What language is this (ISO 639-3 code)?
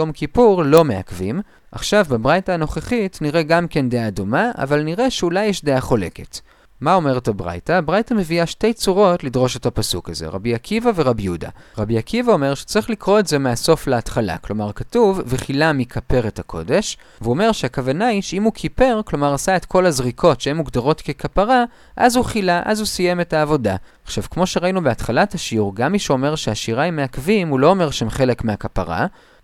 heb